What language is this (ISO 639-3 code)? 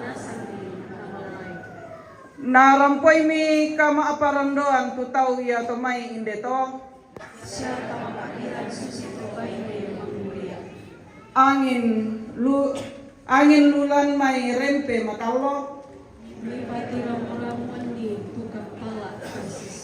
sda